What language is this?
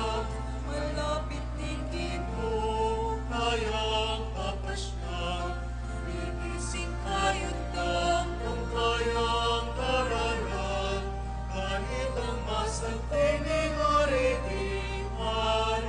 Pampanga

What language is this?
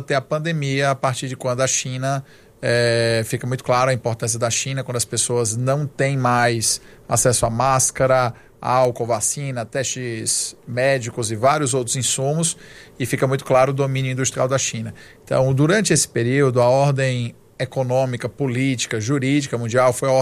Portuguese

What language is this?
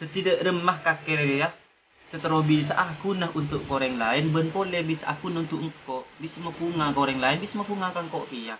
Madurese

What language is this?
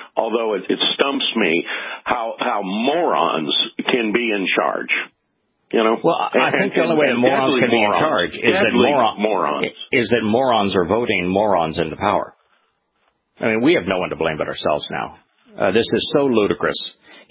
English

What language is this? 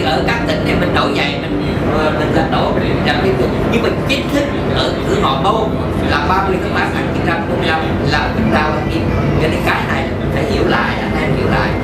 Vietnamese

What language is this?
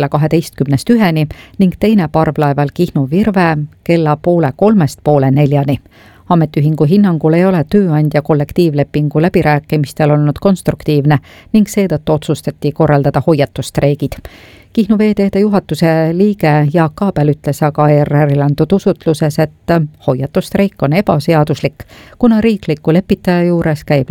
Estonian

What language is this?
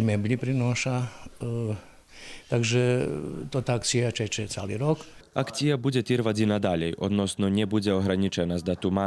Rusyn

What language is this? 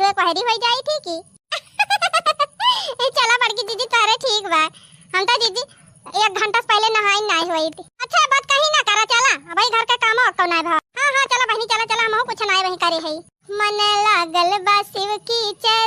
Awadhi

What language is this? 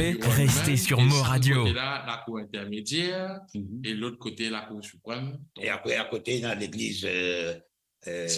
Morisyen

